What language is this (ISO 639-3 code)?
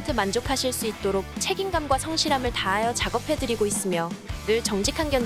kor